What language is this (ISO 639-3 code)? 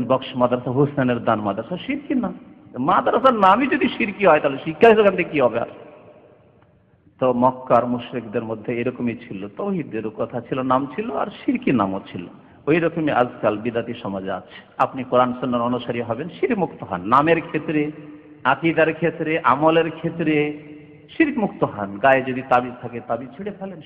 ben